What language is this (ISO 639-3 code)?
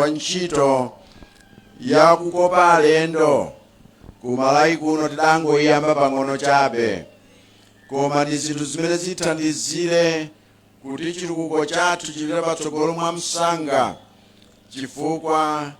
nya